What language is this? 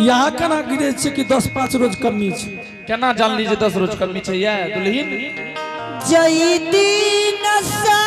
Angika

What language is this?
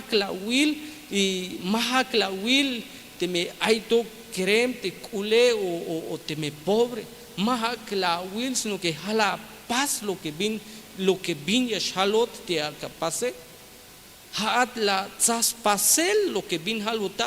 Tzeltal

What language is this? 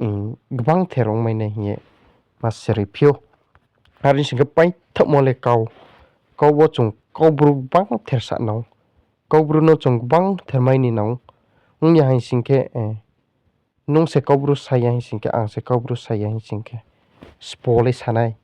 Riang (India)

